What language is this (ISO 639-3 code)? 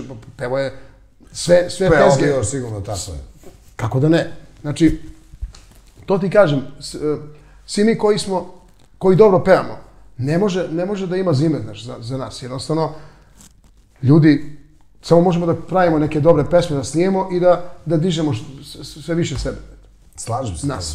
srp